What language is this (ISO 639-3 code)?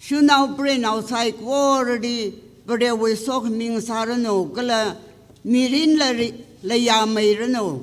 nmf